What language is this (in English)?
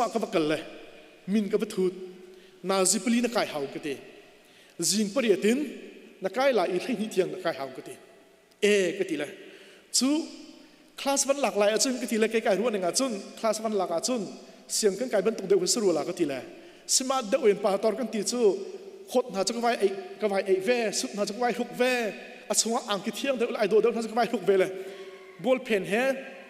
Hakha Chin